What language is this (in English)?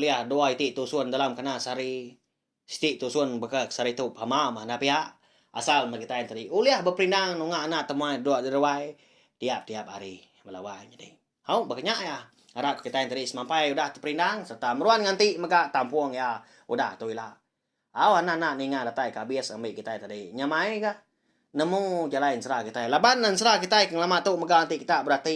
Iban